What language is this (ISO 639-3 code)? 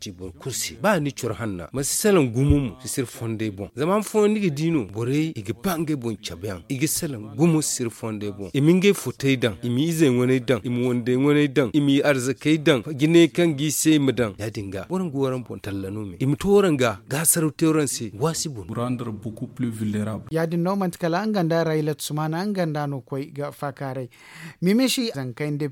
dje